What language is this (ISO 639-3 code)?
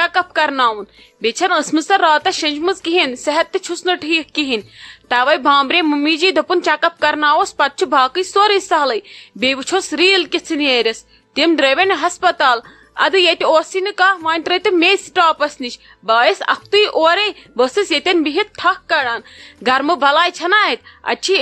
kas